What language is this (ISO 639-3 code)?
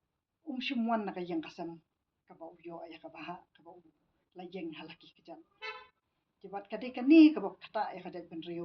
kha